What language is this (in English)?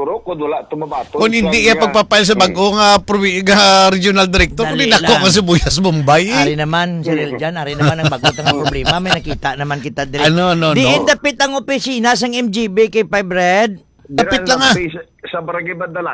Hiligaynon